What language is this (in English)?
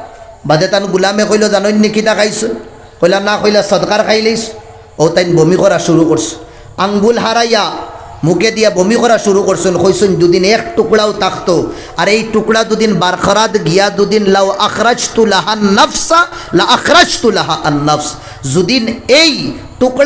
Sylheti